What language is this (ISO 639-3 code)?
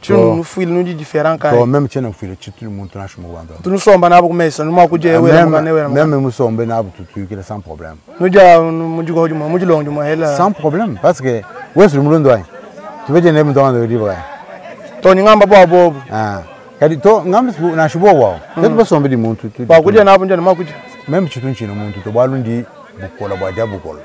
lua